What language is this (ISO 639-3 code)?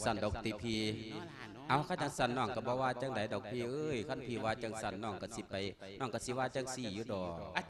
lao